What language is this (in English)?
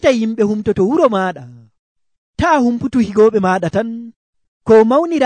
Nigerian Fulfulde